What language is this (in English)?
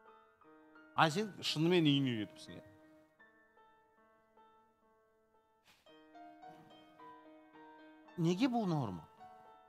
Kazakh